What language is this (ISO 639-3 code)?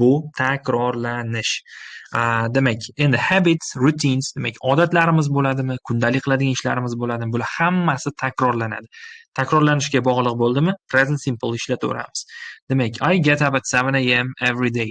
uzb